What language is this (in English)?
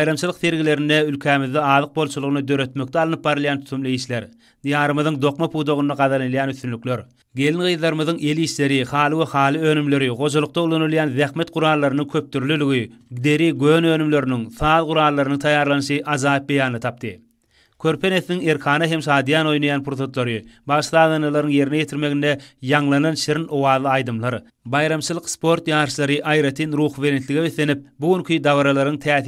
Turkmen